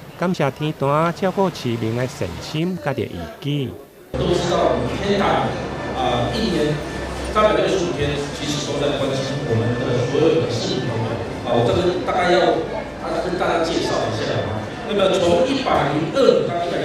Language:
Min Nan Chinese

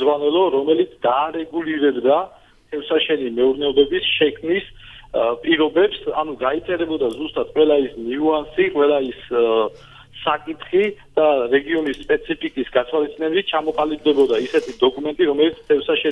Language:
Georgian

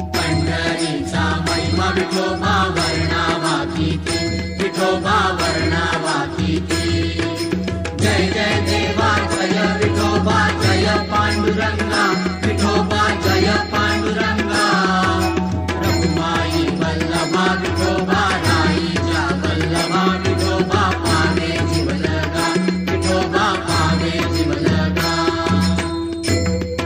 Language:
Marathi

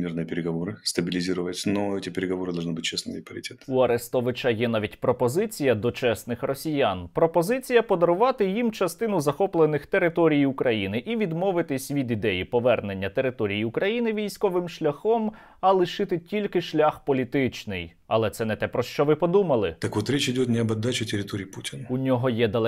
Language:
Ukrainian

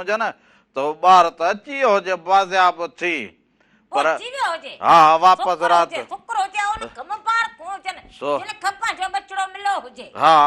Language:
Sindhi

